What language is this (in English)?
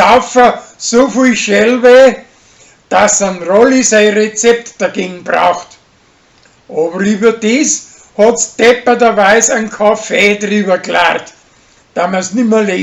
Bavarian